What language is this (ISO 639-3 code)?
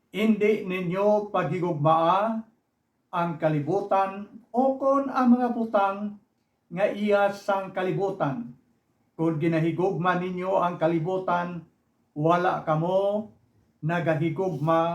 hil